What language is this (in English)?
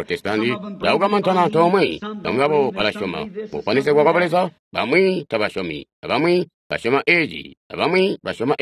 Tonga (Zambia)